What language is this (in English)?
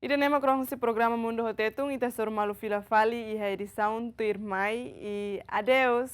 Tetum